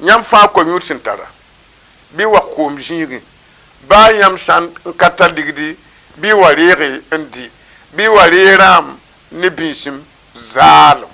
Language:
Mossi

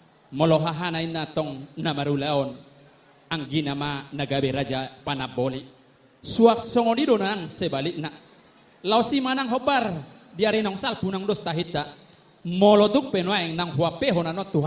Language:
Batak Toba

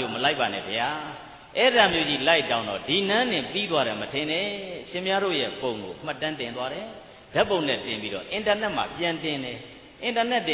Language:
Burmese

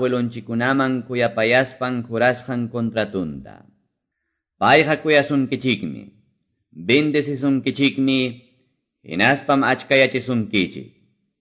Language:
Ayacucho Quechua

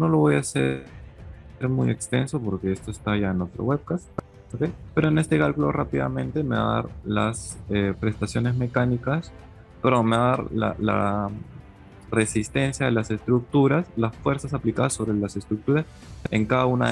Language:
Spanish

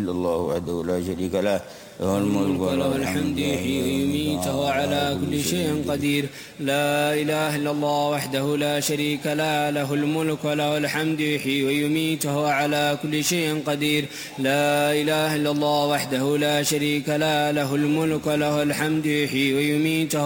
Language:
Arabic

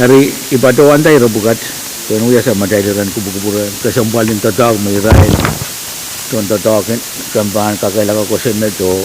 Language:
Pohnpeian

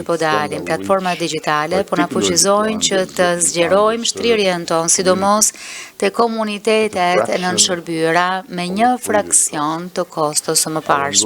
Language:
Albanian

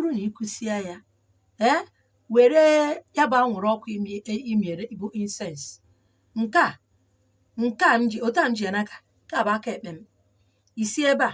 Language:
Igbo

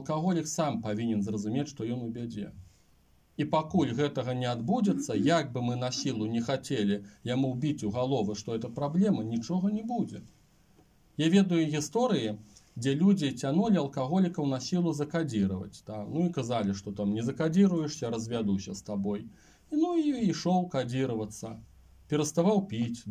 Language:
Belarusian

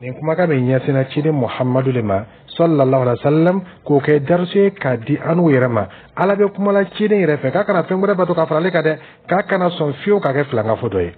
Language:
Dyula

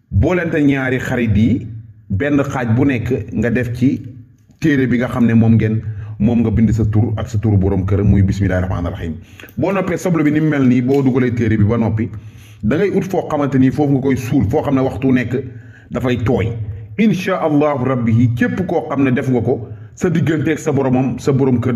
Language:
Wolof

